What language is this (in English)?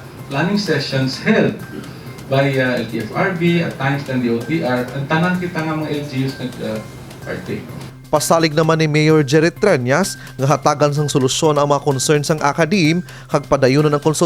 Hiligaynon